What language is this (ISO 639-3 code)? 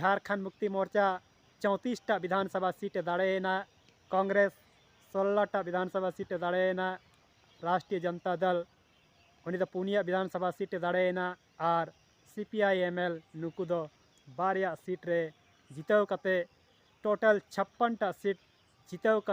sat